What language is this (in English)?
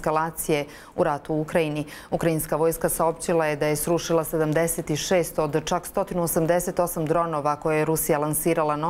Bosnian